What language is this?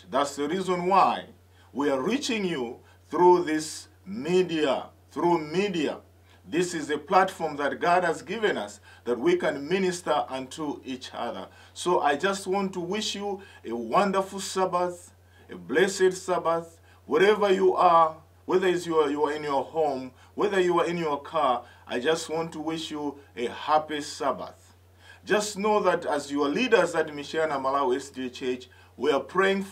English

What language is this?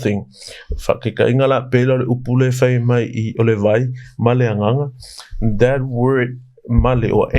Samoan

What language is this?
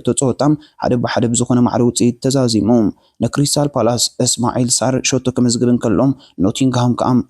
Tigrinya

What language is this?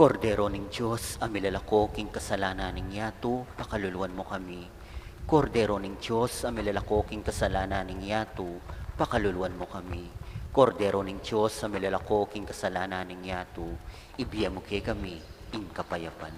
Pampanga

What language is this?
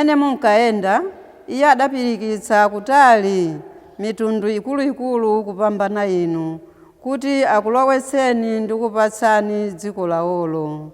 Nyanja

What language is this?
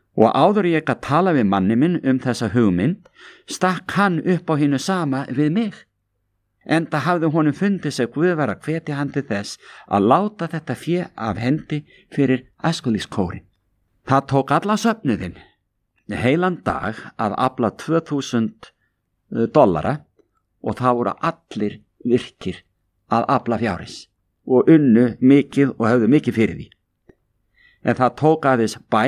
Icelandic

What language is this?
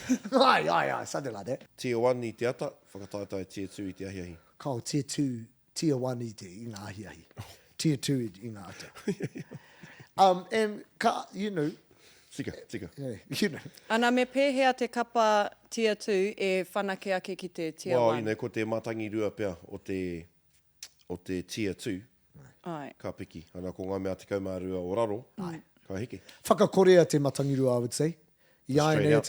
Māori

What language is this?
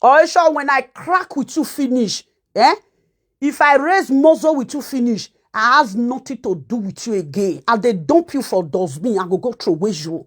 Nigerian Pidgin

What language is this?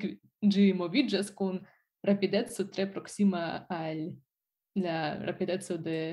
Esperanto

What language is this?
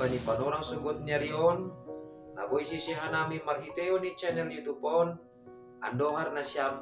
Batak Simalungun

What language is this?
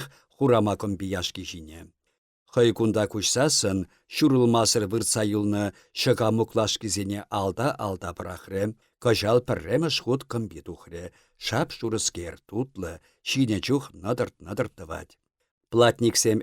Chuvash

